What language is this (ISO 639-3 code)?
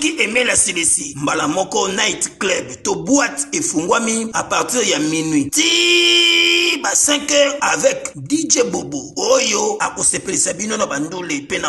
lin